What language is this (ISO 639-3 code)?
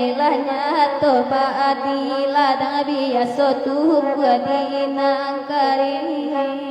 min